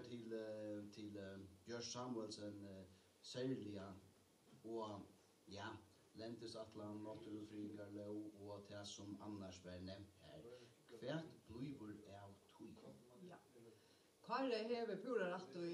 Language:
Faroese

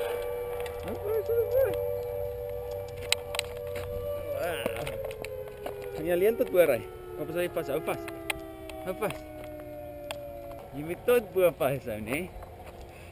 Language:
Afrikaans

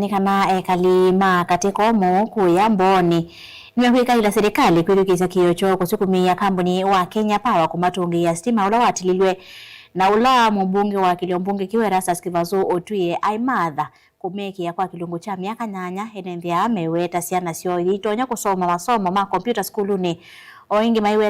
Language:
Kamba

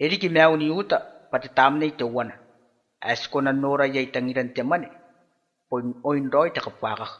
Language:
Gilbertese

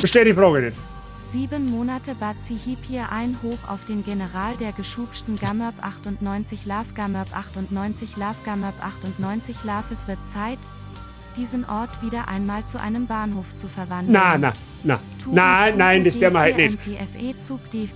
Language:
Bavarian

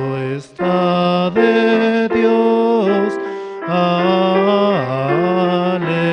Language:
Aymara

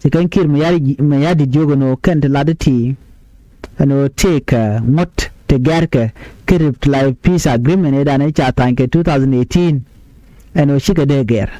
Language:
Nuer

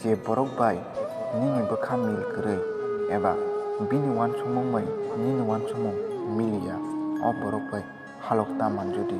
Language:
Kok Borok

